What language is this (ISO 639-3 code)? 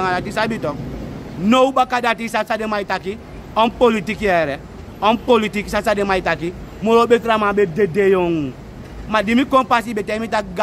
srn